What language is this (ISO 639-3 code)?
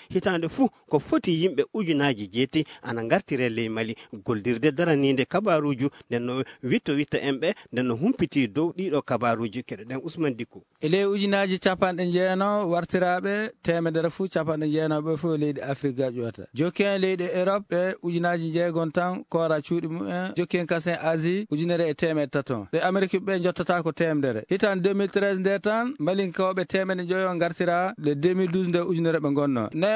ful